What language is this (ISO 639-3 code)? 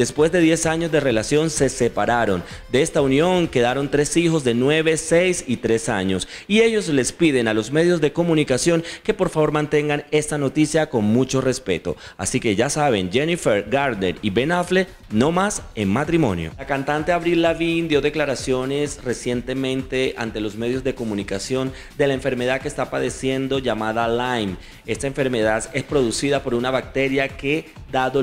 spa